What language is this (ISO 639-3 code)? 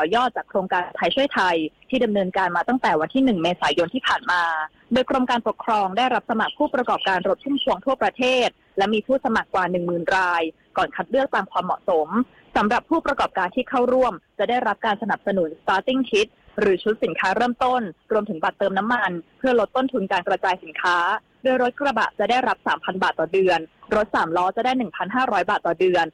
tha